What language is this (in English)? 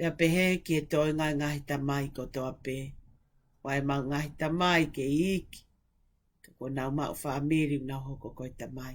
Tongan